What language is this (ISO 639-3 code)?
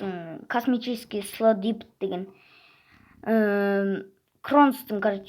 kaz